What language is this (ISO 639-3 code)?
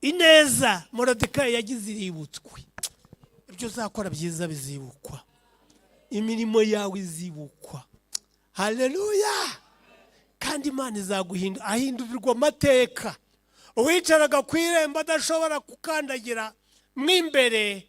kin